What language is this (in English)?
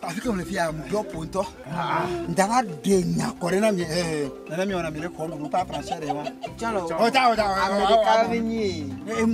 Ewe